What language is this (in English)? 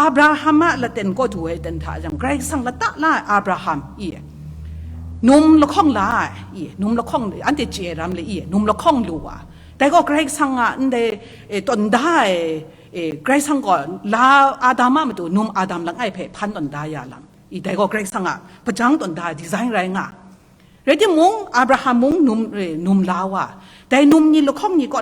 Kachin